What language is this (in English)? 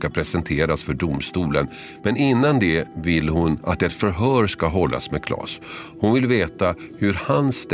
Swedish